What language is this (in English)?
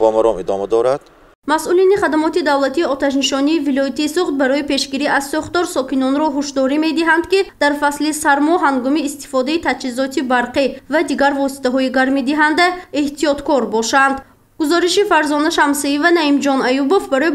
Tajik